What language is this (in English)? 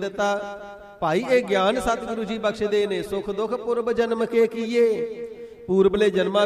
Punjabi